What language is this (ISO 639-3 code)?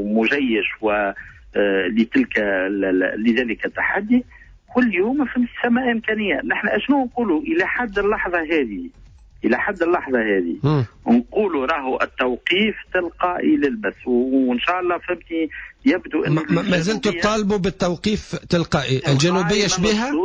aeb